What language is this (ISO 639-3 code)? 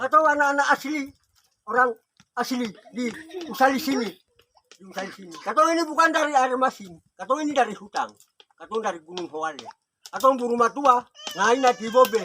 abs